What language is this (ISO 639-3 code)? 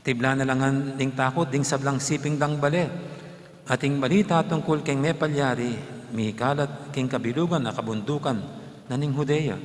pam